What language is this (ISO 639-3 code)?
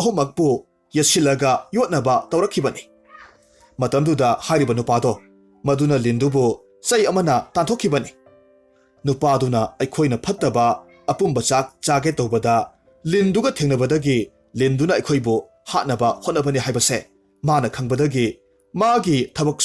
mni